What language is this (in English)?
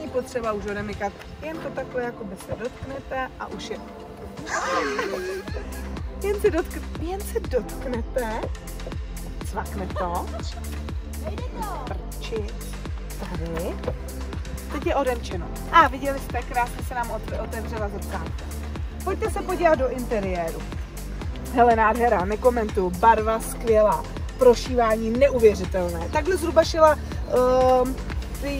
Czech